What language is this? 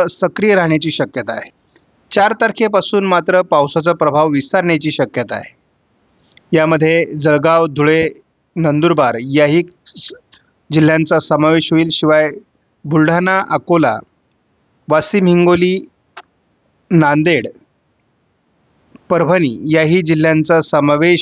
Marathi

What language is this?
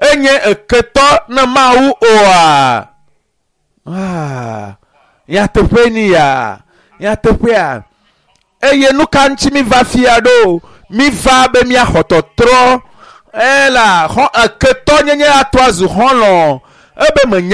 Ewe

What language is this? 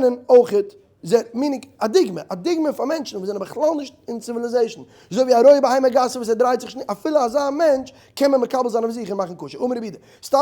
Yiddish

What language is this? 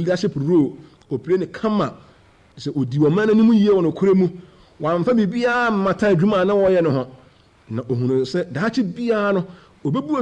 Akan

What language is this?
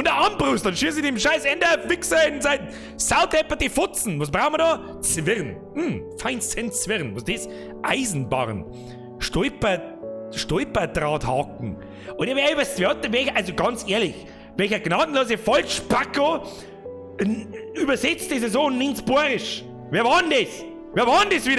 Bavarian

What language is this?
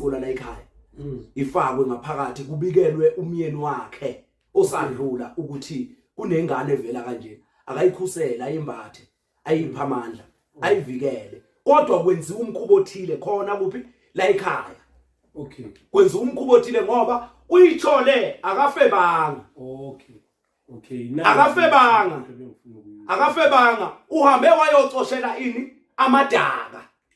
Zulu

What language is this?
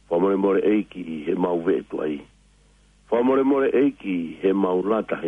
Tongan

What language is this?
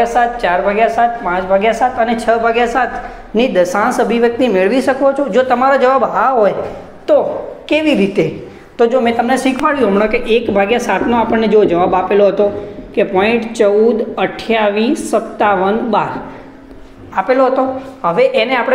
Gujarati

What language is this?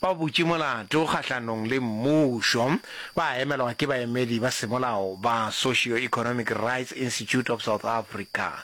Northern Sotho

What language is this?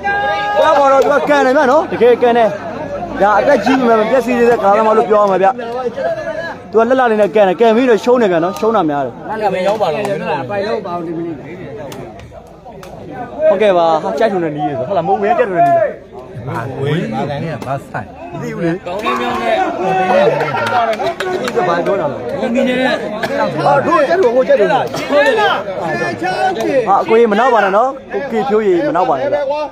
Burmese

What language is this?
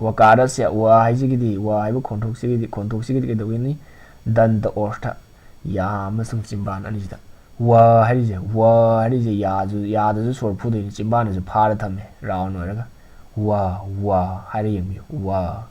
Manipuri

